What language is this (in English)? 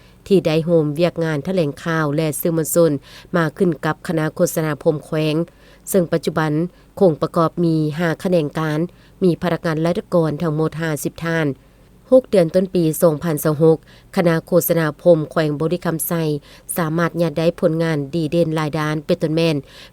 Lao